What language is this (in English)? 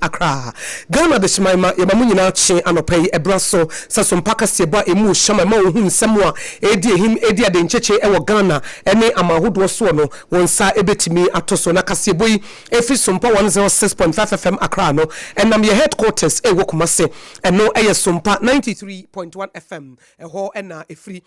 Akan